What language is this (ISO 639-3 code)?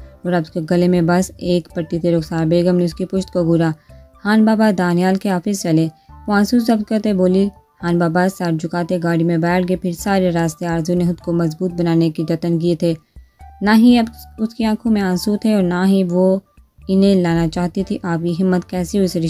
urd